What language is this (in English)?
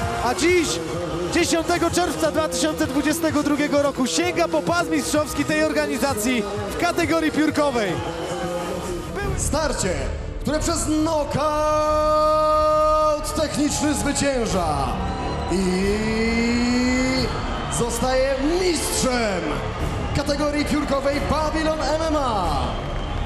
Polish